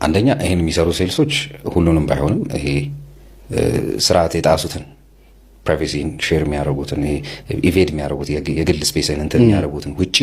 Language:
Amharic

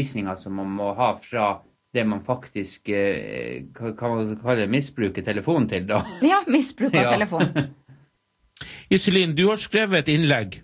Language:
Norwegian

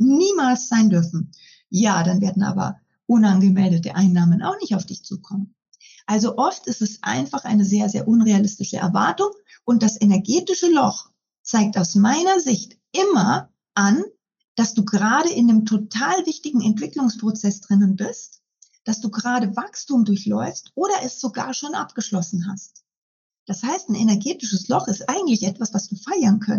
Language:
German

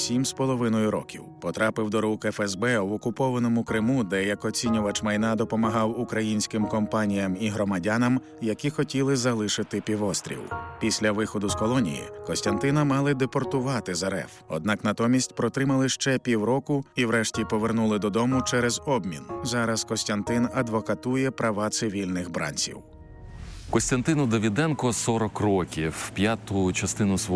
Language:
Ukrainian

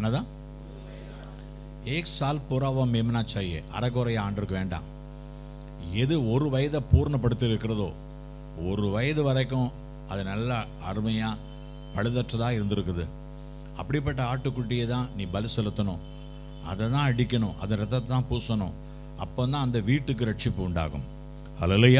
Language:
Tamil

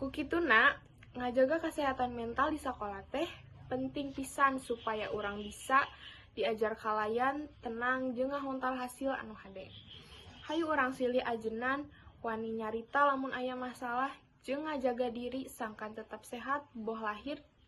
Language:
Sundanese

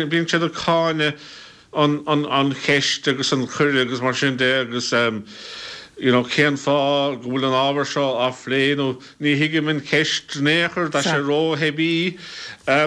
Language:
Irish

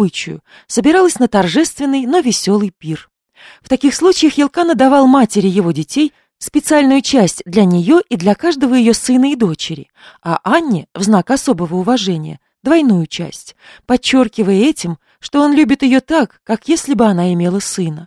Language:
Russian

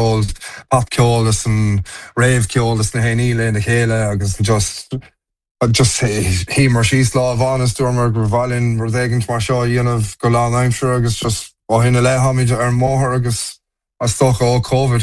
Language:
Irish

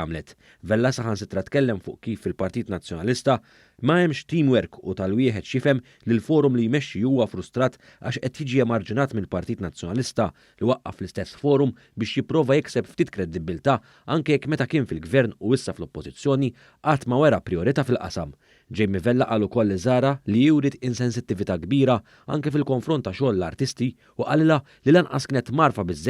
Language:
Maltese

